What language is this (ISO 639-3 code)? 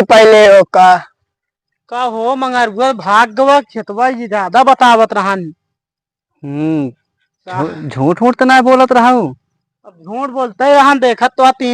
awa